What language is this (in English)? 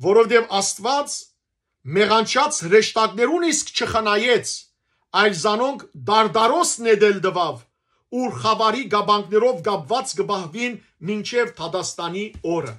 Western Armenian